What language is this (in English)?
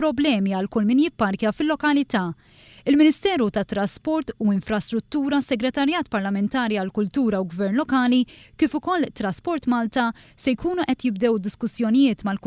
Maltese